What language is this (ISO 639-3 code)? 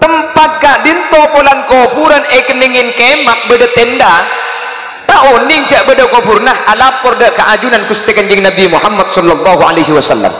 mad